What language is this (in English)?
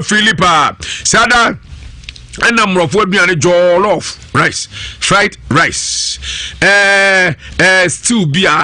Akan